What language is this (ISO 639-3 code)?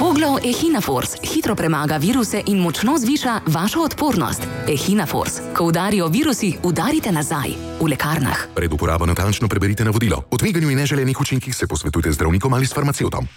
slv